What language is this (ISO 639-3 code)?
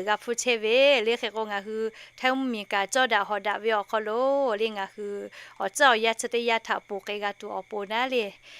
lhu